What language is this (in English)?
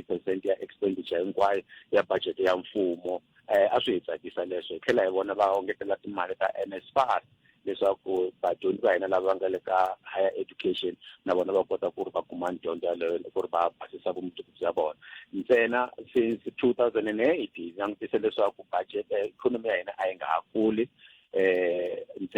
Tsonga